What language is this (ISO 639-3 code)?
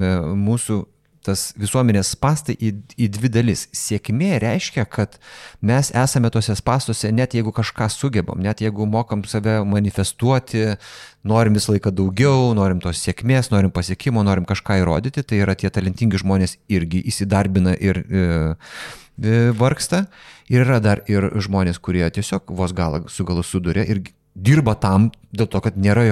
lit